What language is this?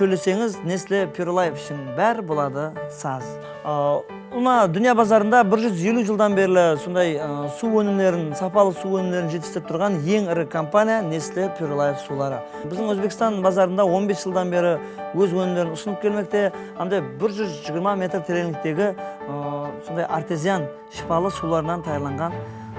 Kara-Kalpak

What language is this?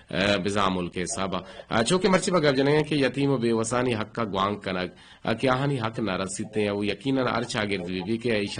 Eastern Balochi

